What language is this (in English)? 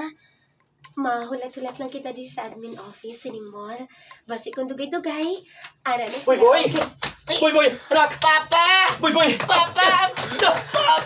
Hiligaynon